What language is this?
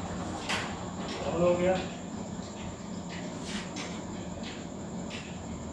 Punjabi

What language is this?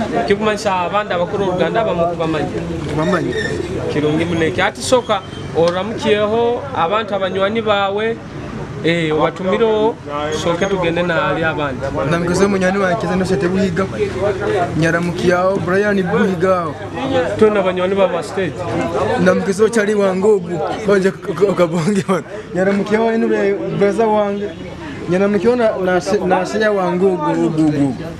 Nyoro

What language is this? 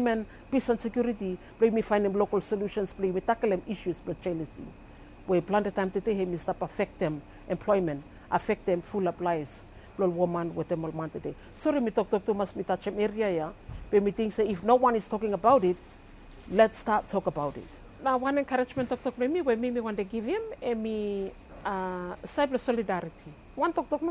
Bislama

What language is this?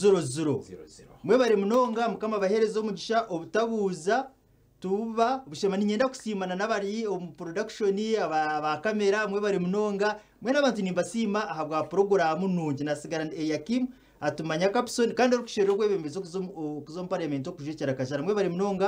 Nyankole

